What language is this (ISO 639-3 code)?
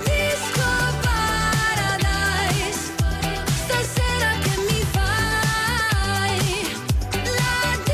ita